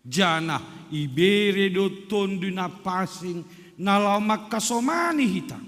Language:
Batak Simalungun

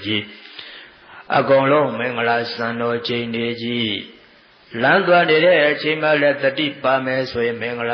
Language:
Burmese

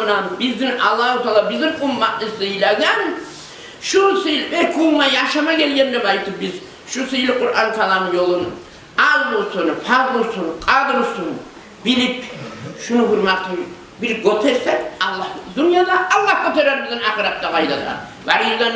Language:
Kumyk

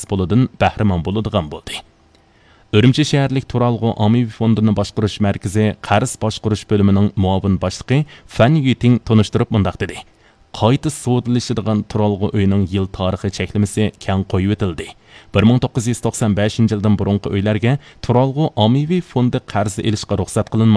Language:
Uyghur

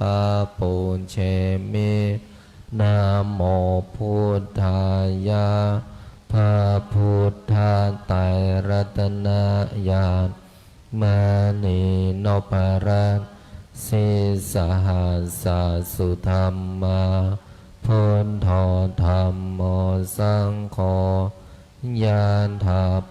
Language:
Pali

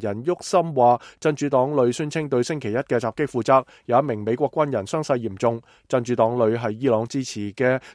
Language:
Cantonese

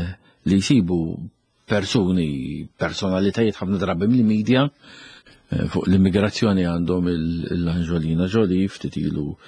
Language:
Maltese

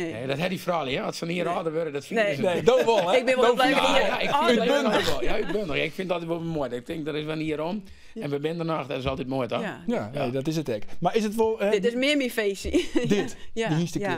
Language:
Western Frisian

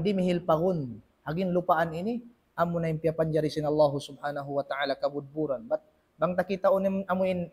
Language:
Tausug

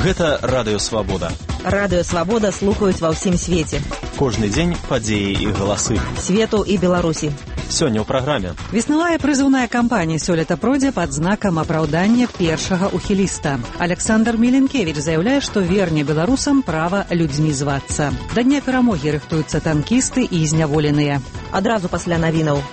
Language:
Belarusian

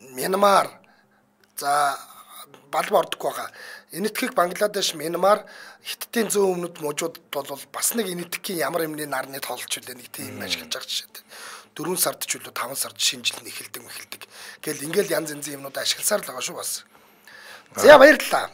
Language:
Mongolian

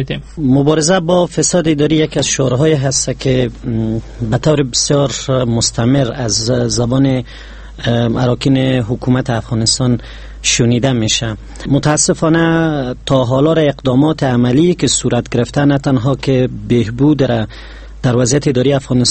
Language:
Persian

